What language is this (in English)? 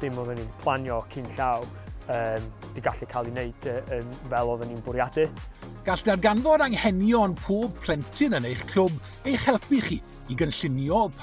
Welsh